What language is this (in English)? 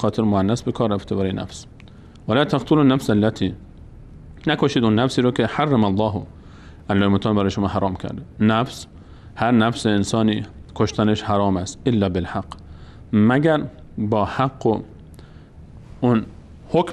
Persian